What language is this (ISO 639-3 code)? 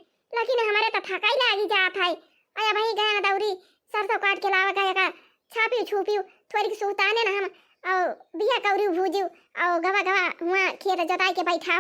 awa